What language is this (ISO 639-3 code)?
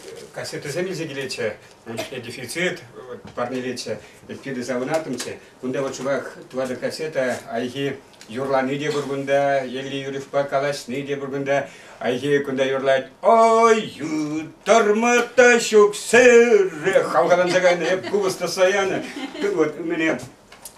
chv